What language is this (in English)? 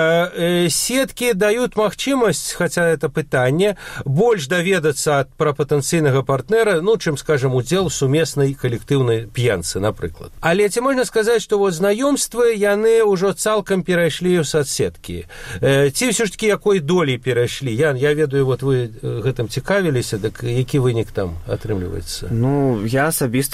Belarusian